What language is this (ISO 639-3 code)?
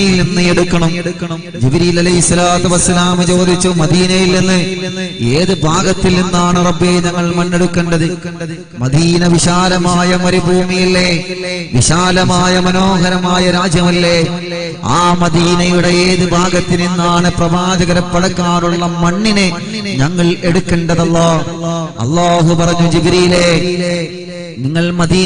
mal